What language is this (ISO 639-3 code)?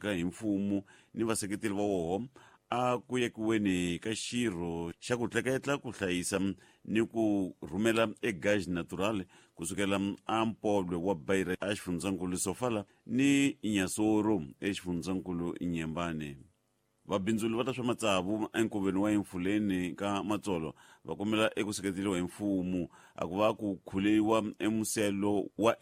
tso